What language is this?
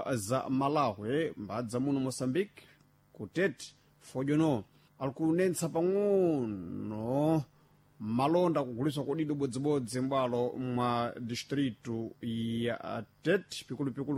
Sena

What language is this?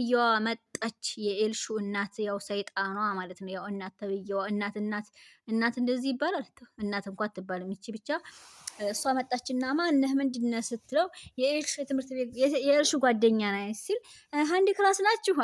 Amharic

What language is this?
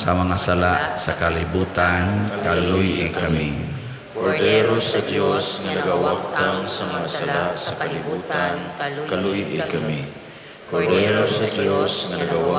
Cebuano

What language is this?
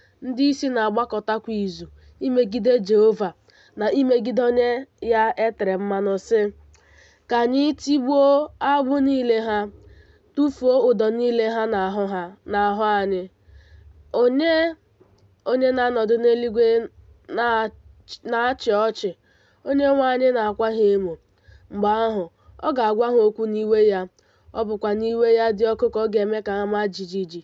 Igbo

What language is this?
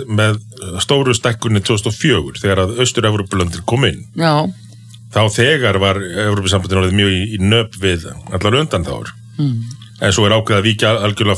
Icelandic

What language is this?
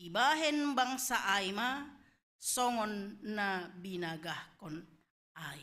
Batak Simalungun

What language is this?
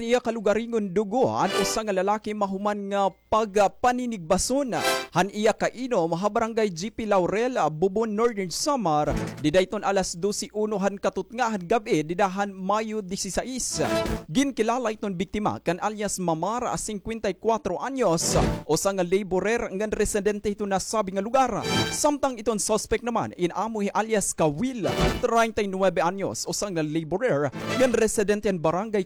Waray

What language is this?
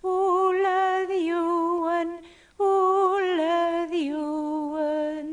Kabyle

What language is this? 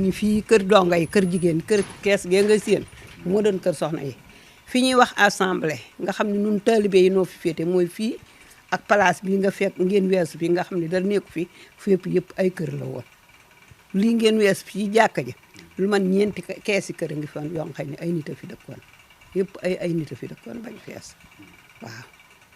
Wolof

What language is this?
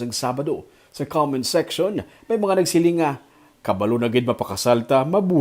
Hiligaynon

